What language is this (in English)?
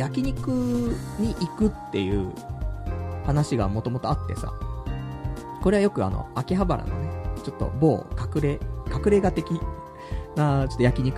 Japanese